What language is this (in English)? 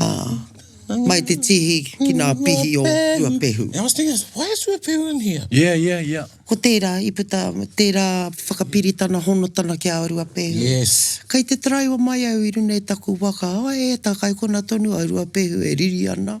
Māori